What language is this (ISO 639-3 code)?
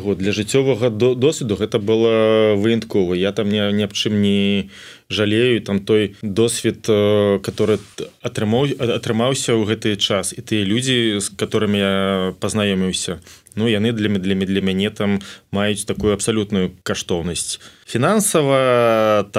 bel